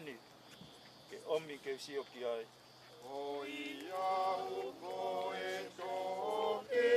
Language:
Tongan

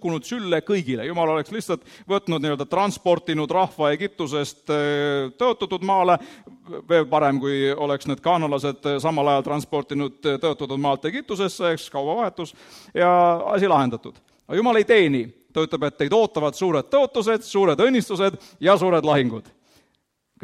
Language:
Estonian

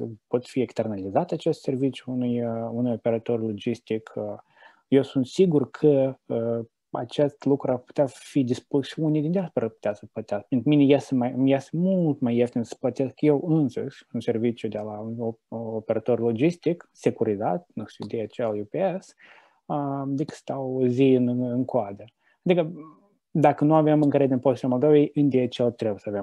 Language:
Romanian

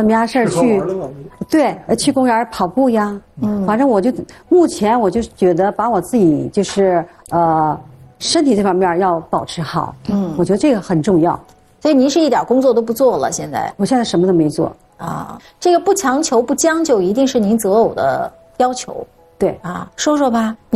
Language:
Chinese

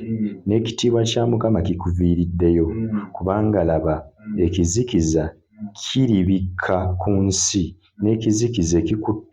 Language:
Ganda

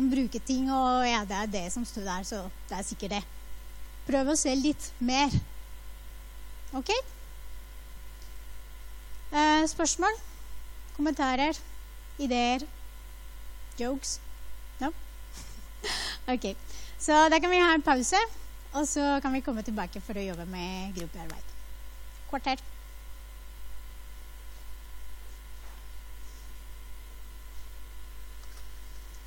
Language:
Norwegian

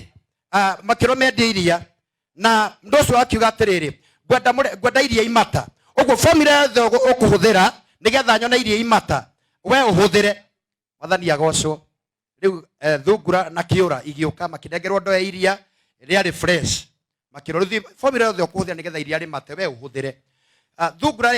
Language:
Kikuyu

